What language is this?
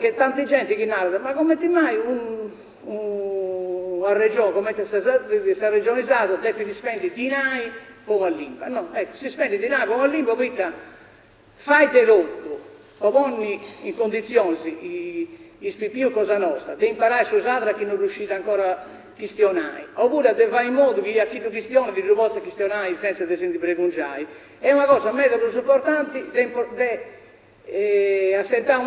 Sardinian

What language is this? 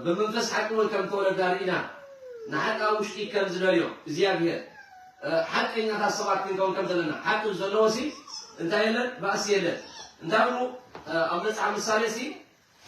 Tigrinya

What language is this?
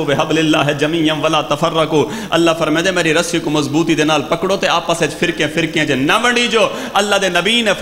Saraiki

